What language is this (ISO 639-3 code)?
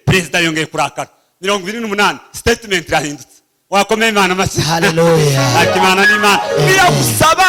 kin